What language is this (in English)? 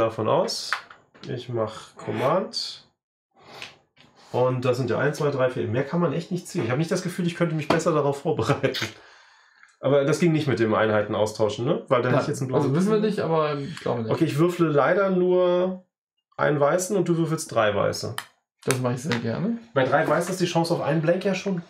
German